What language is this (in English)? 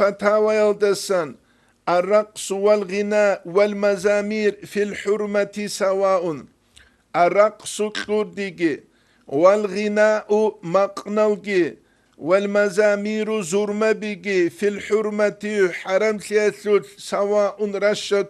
Avaric